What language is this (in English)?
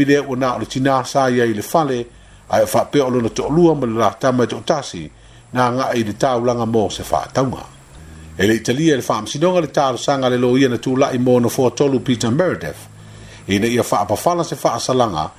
Samoan